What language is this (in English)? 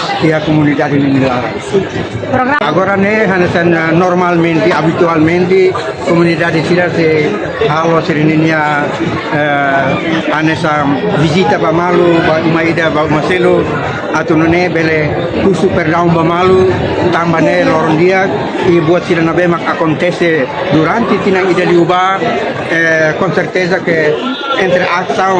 Tetum